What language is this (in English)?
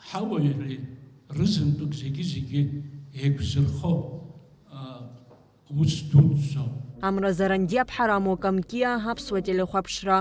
Abkhazian